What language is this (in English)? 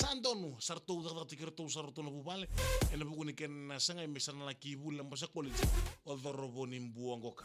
Fijian